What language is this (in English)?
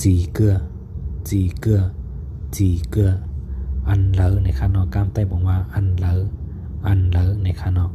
Shan